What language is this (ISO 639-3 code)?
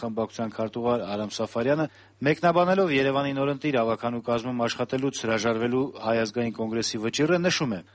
hye